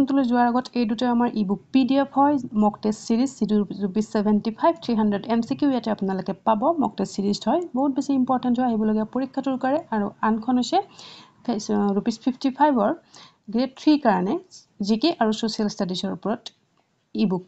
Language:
Assamese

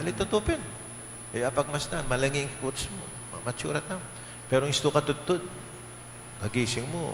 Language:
Pampanga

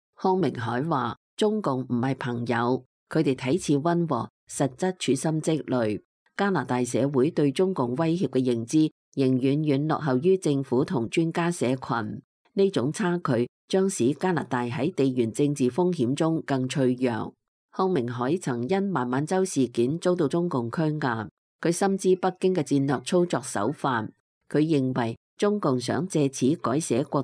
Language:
Cantonese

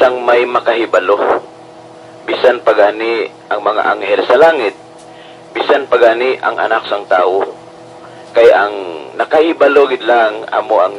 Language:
Hiligaynon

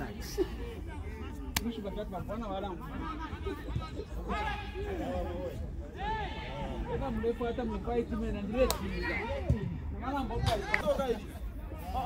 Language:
Swahili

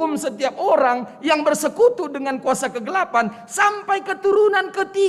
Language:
Batak Karo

